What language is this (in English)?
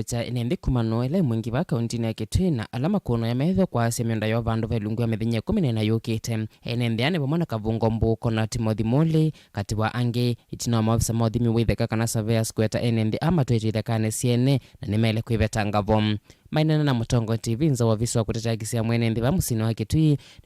Kamba